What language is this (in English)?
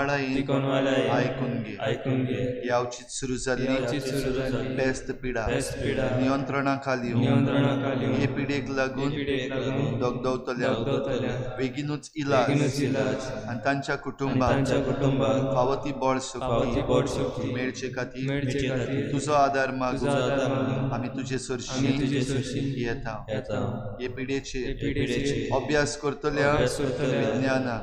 Konkani